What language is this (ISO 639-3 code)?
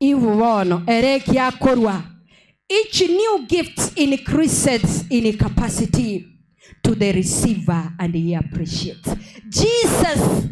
guz